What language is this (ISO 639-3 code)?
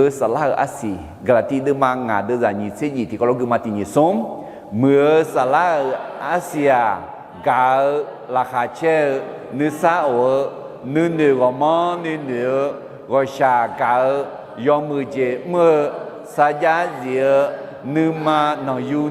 ahk